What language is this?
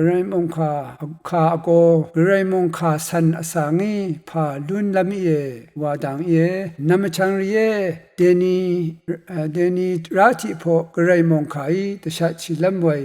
Rawang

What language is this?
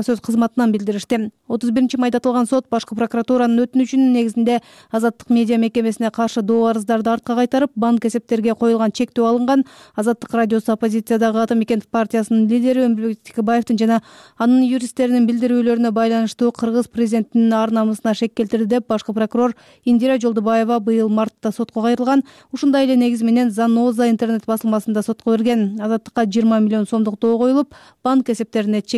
Kyrgyz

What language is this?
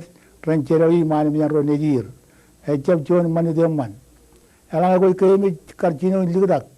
Marshallese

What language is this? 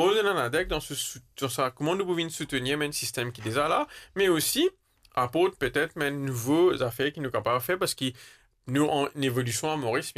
Morisyen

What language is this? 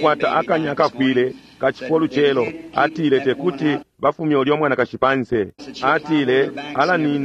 Bemba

